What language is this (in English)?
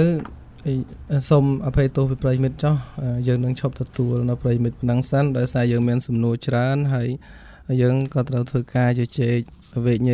Khmer